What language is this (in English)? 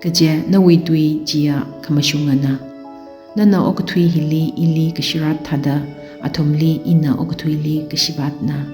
Tangkhul Naga (India)